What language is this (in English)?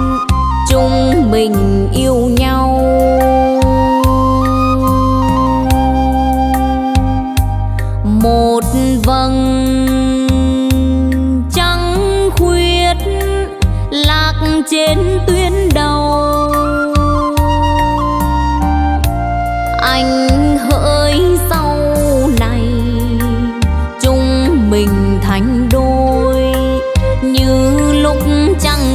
Vietnamese